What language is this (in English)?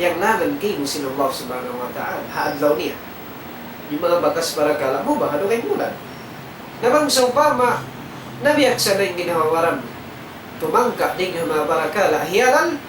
Tausug